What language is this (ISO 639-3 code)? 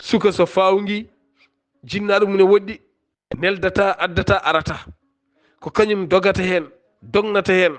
ful